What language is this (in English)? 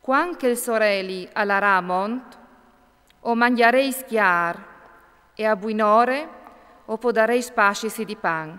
Friulian